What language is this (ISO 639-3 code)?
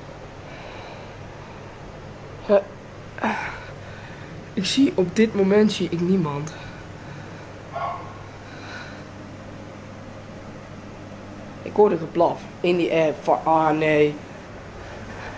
nld